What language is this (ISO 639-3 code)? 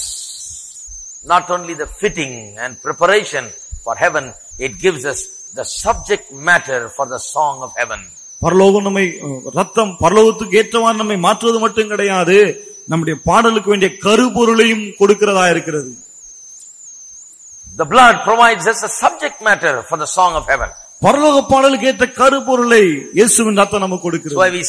tam